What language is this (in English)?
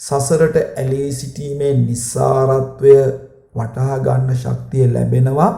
Sinhala